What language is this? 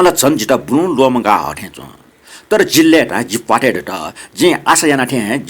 Newari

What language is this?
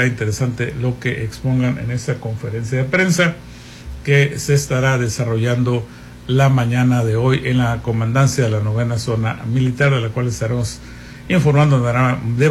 Spanish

